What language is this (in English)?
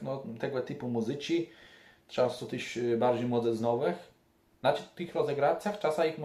Kashubian